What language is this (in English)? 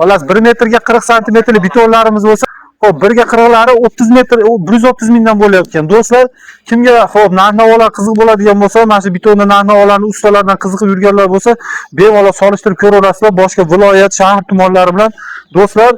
Uzbek